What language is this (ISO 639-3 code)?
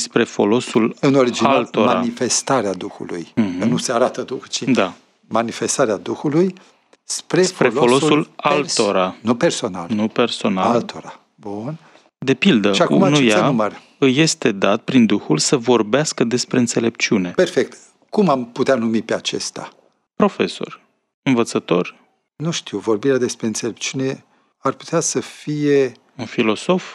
ron